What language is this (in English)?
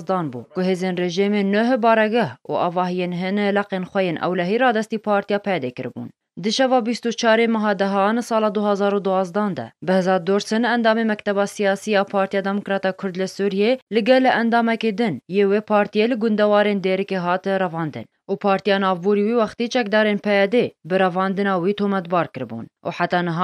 Kurdish